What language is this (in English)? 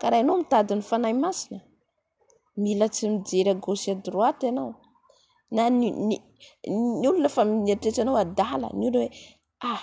Malagasy